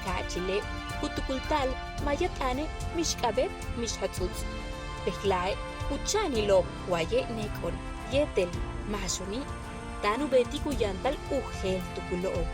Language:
Yucateco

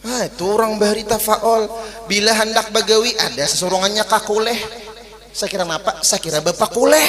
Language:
Banjar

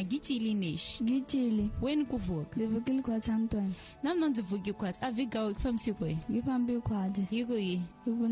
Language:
Tsonga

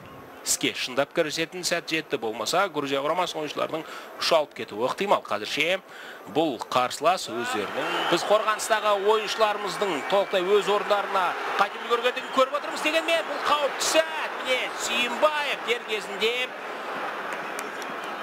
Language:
Kazakh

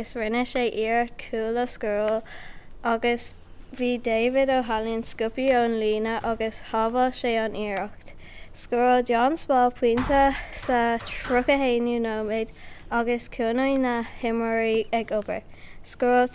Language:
Irish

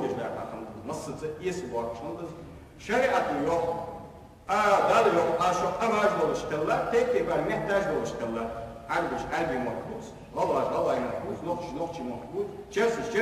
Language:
Ingush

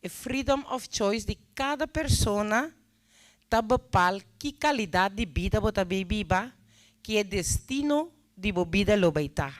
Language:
Papiamento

